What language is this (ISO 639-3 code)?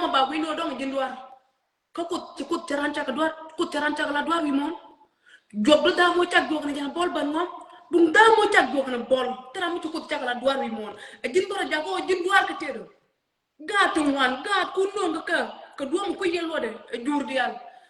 nus